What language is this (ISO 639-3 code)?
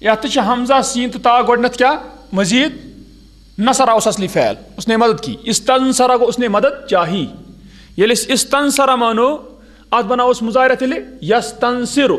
kas